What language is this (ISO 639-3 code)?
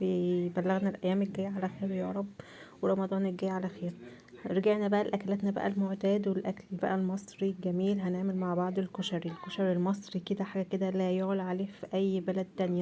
arz